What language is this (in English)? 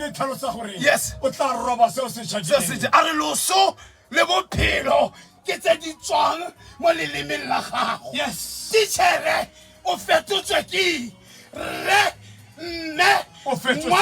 Tswana